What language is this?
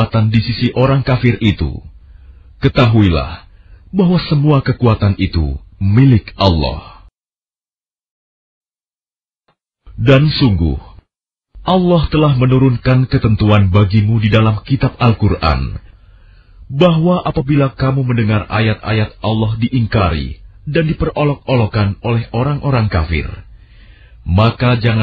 Indonesian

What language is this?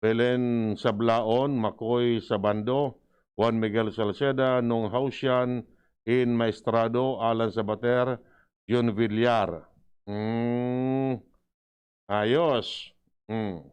Bikol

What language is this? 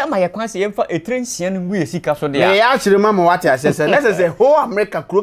Akan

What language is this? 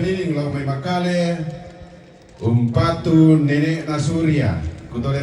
Toraja-Sa'dan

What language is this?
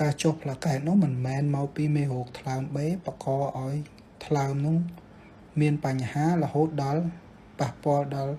Khmer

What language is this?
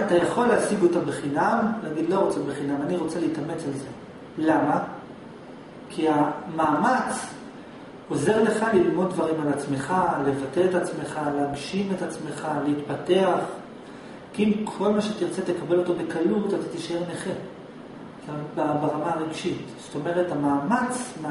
Hebrew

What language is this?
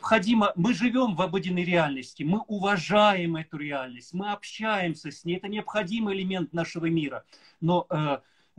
Russian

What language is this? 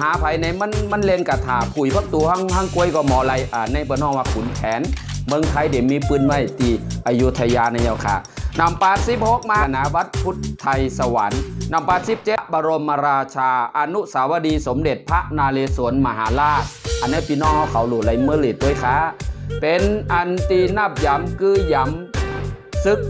Shan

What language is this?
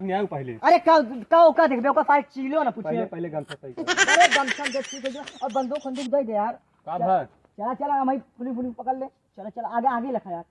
Awadhi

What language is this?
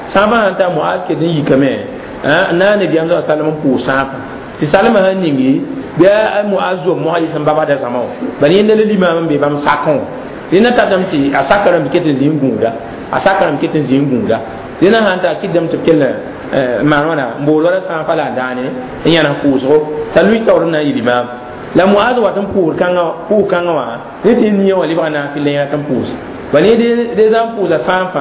Mossi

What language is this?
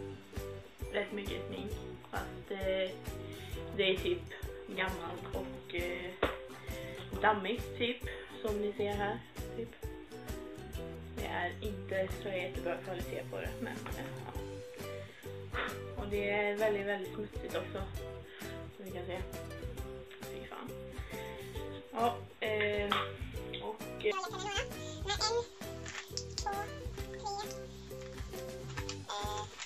Swedish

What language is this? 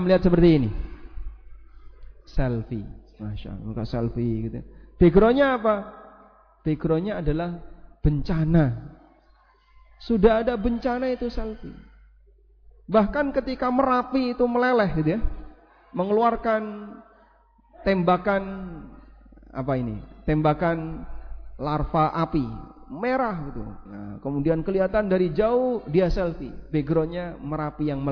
Indonesian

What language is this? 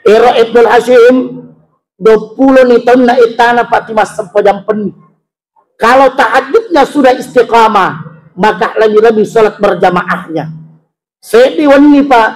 Buginese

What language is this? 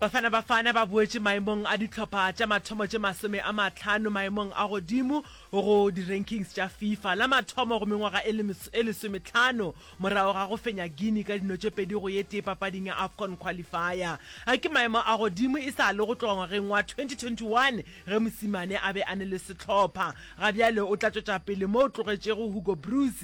Northern Sotho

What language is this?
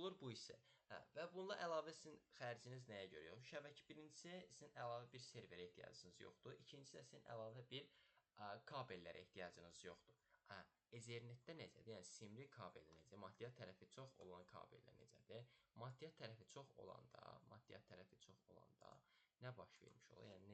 Azerbaijani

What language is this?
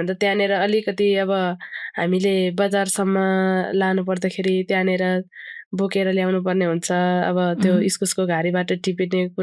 Nepali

